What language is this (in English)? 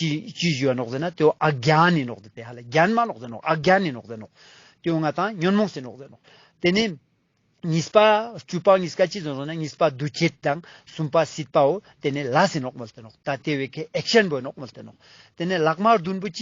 Ladakhi